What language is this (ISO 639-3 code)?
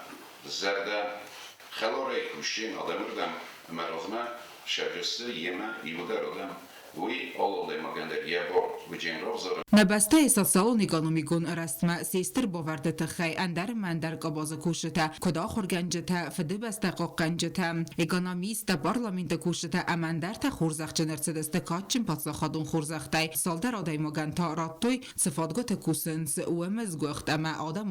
oss